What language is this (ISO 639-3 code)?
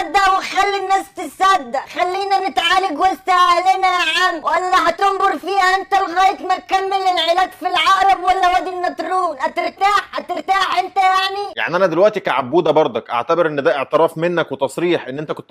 arz